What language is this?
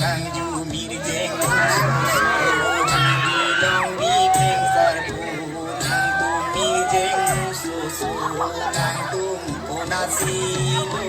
Karbi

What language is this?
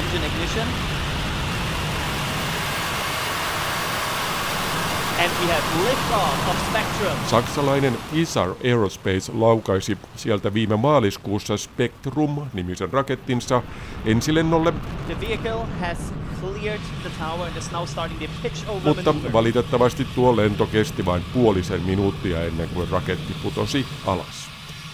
Finnish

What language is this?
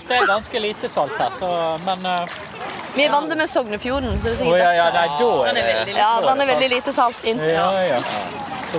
Norwegian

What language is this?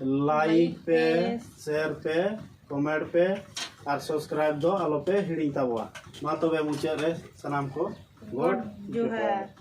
Santali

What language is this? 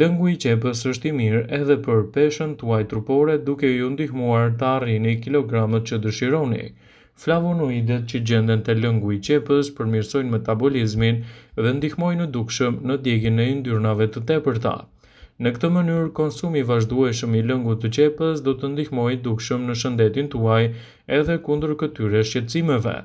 Albanian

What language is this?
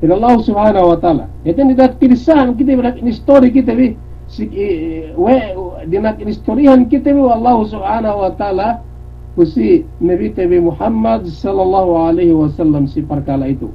Yakan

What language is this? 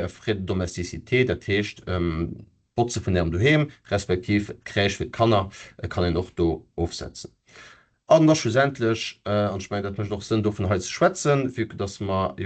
Luxembourgish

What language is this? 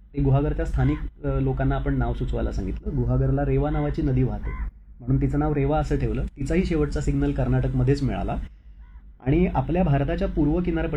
Marathi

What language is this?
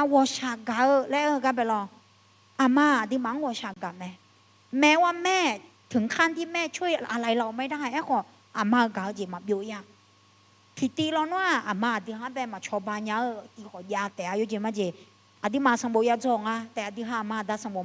Akha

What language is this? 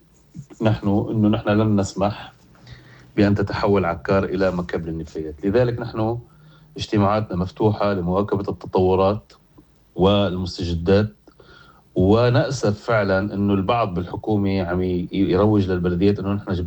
North Levantine Arabic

